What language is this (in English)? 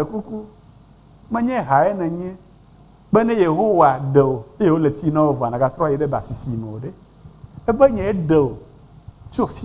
Ewe